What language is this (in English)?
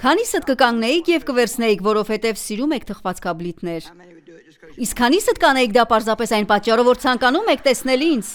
Armenian